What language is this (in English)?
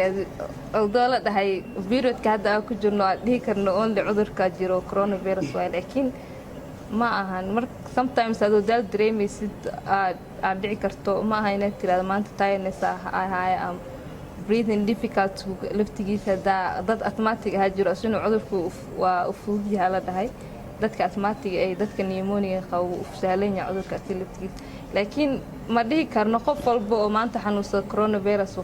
Somali